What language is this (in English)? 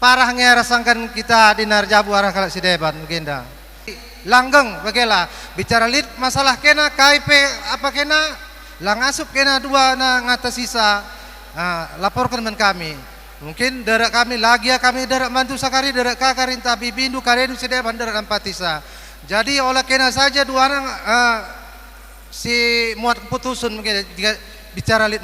Batak Karo